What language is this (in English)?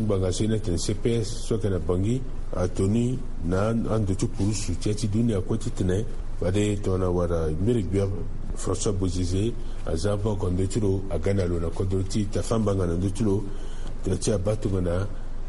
Sango